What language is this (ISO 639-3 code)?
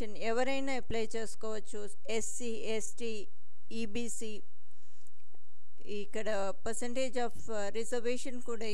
tel